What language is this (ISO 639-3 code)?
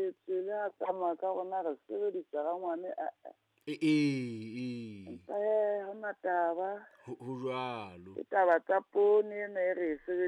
sot